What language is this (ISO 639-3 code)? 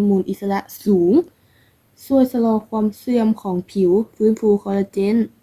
lao